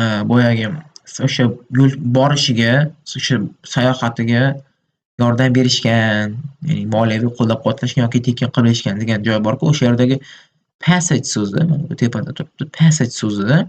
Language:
Uzbek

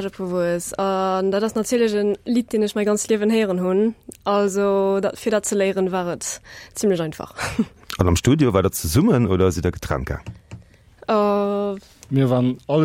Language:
Luxembourgish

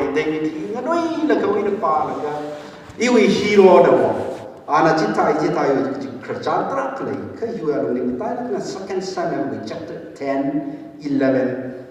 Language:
Tangkhul Naga (India)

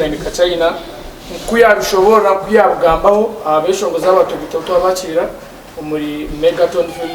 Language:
Nyankole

